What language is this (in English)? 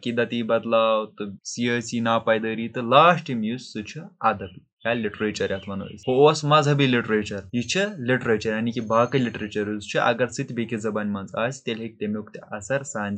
Kashmiri